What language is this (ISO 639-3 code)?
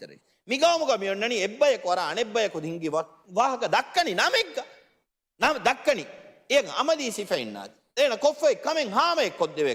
div